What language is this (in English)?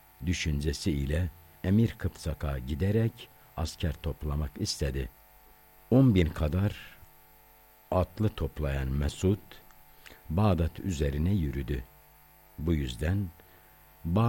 Turkish